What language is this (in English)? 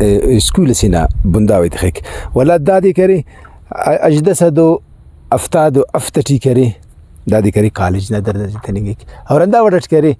Brahui